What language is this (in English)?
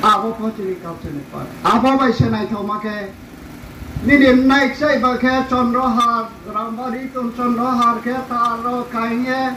Riang (India)